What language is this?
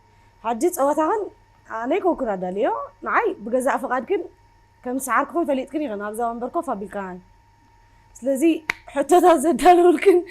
Tigrinya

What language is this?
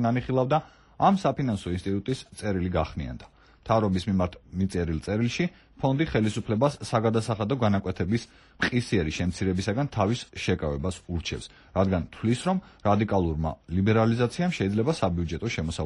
Georgian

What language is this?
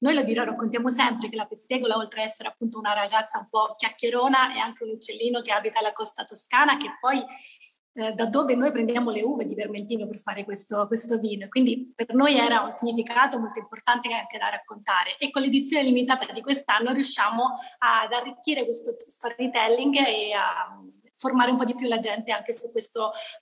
Italian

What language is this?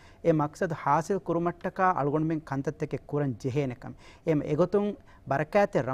Divehi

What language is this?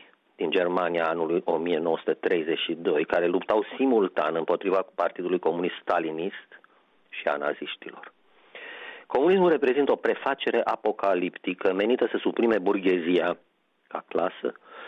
Romanian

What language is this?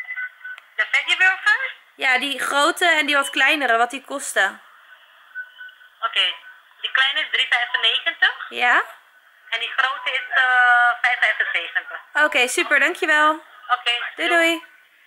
Dutch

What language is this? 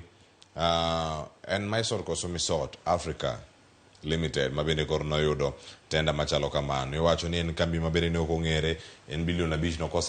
Luo (Kenya and Tanzania)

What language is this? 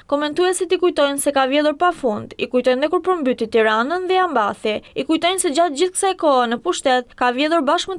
Albanian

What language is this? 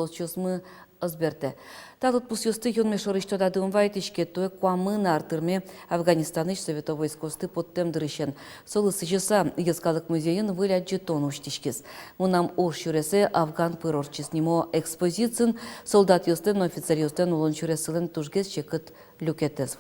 Udmurt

